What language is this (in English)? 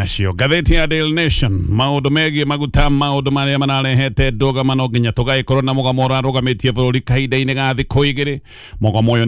Kikuyu